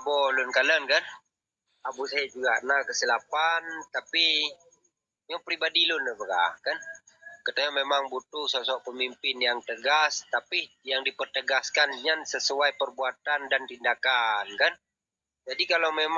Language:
Achinese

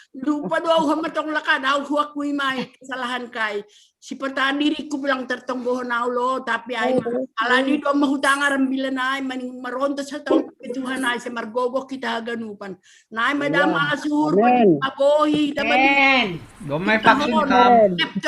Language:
Batak Simalungun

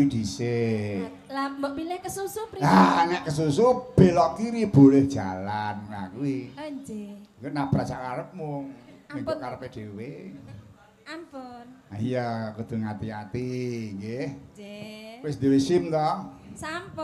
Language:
Javanese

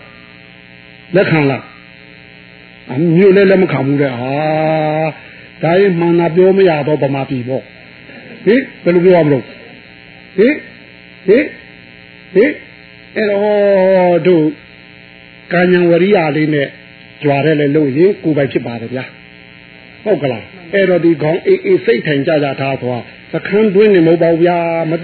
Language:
Burmese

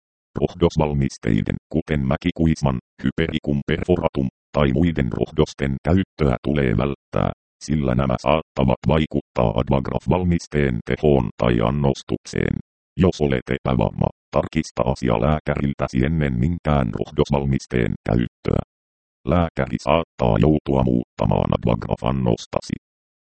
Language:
Finnish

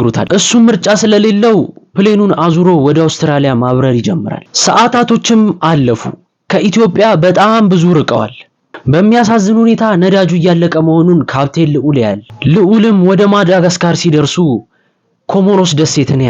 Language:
Amharic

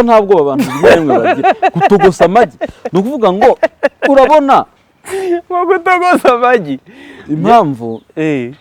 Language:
Kinyarwanda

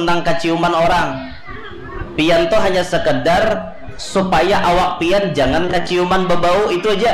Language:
Banjar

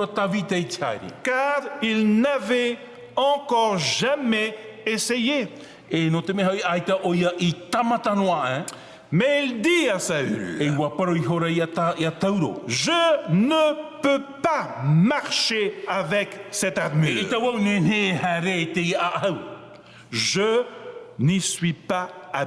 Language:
Tahitian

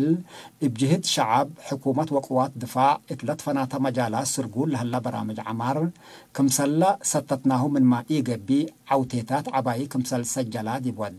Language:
Tigre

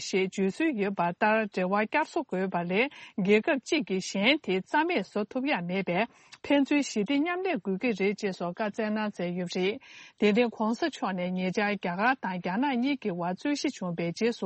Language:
Tibetan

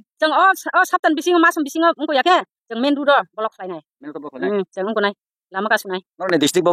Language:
Kok Borok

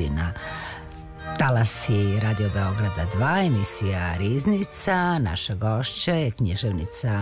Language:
Serbian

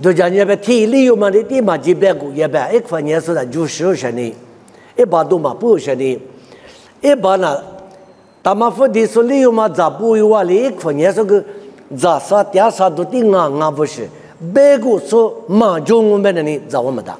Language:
Lisu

